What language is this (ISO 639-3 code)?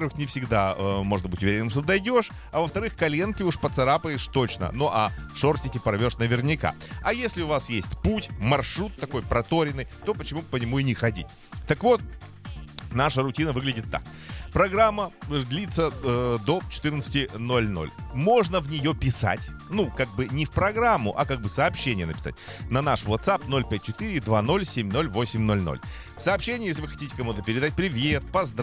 rus